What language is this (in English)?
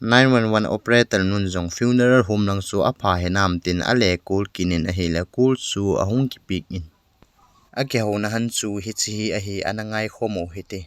Thado Chin